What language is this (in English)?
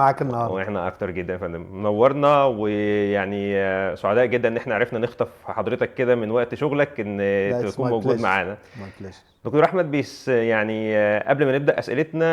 Egyptian Arabic